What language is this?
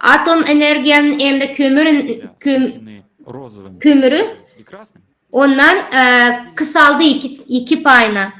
Gagauz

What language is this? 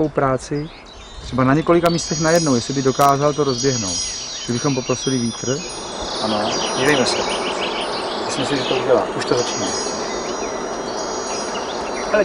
Czech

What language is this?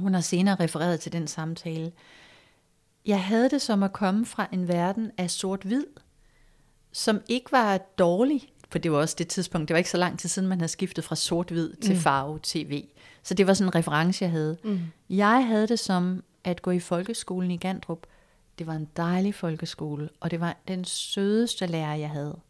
Danish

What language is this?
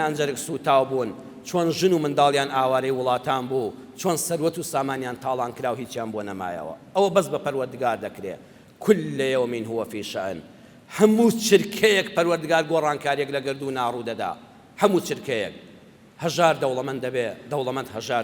Central Kurdish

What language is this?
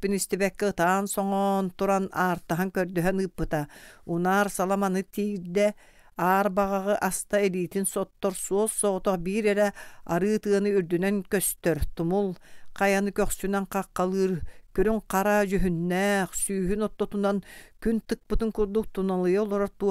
Yakut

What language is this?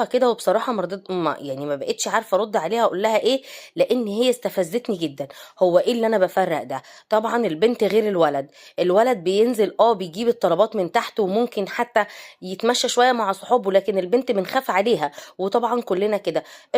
Egyptian Arabic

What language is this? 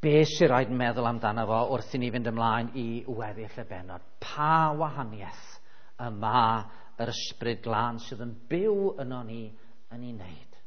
Welsh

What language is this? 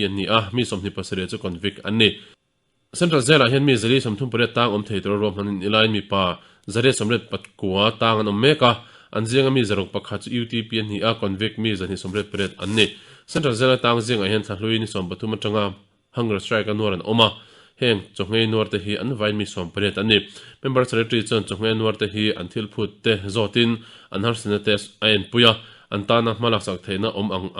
Mizo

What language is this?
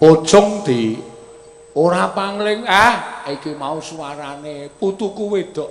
Javanese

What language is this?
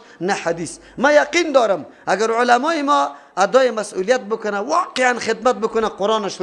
Persian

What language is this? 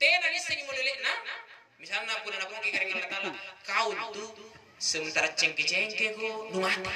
Makasar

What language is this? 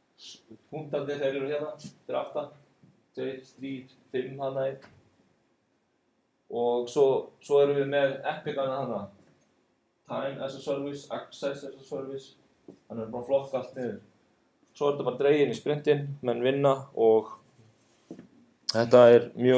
Icelandic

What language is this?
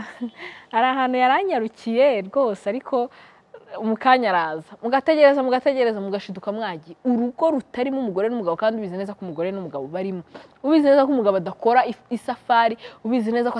Kinyarwanda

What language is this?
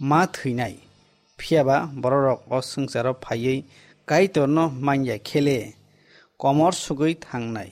Kok Borok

